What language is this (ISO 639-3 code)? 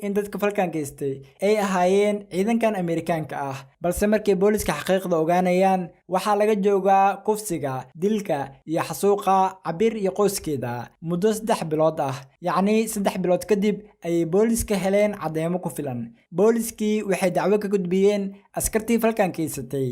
som